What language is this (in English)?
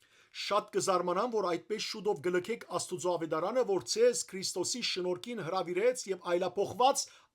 Western Armenian